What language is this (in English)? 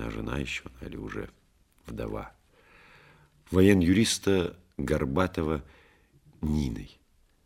Russian